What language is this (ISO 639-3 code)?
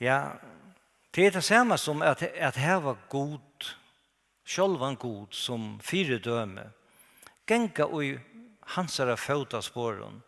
fao